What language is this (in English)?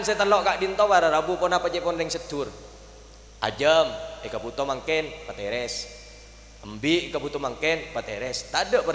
Madurese